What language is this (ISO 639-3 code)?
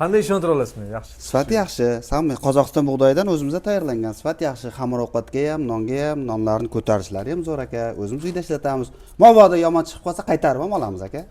uzb